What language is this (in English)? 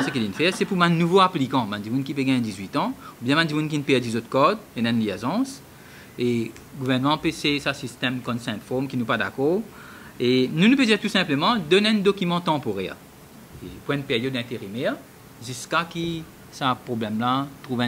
Morisyen